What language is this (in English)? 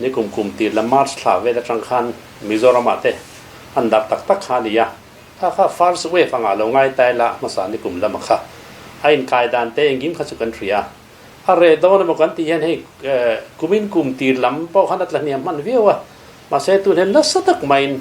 Mizo